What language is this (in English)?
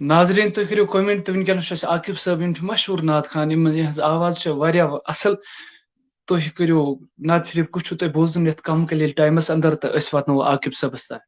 Kashmiri